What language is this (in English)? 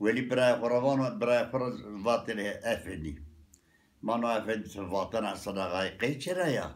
Zaza